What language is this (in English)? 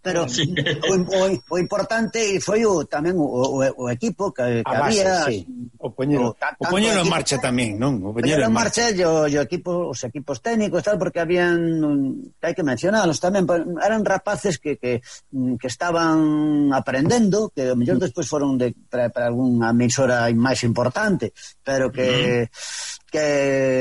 Galician